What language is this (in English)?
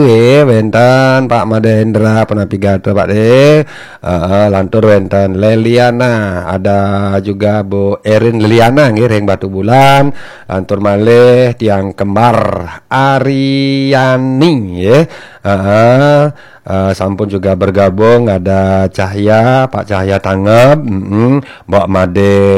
Balinese